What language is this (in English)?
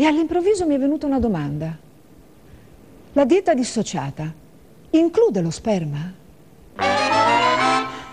Italian